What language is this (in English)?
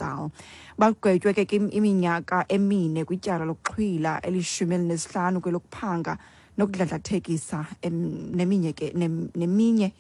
Xhosa